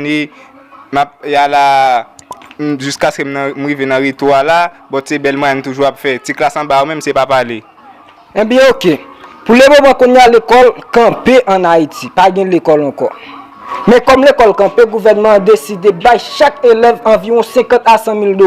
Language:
Haitian Creole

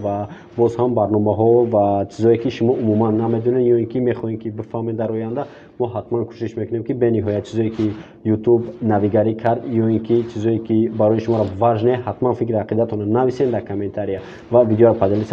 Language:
Tajik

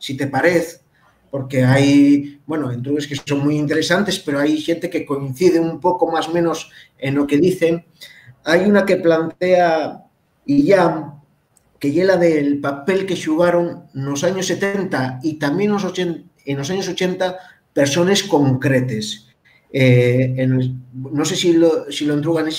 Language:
Asturian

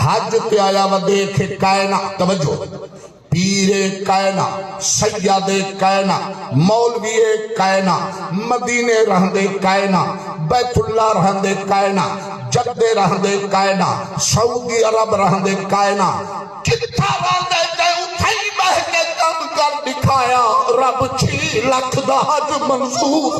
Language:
Saraiki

